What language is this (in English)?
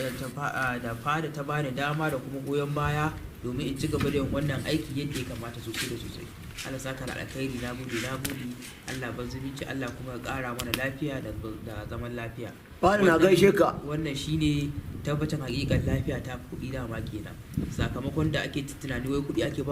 Hausa